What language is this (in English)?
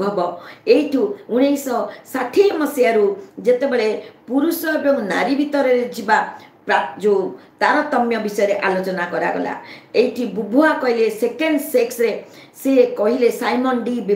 Odia